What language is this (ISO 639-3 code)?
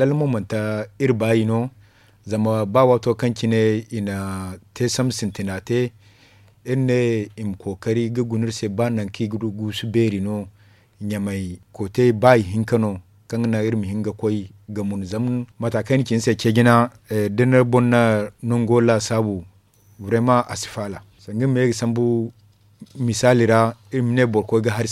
dje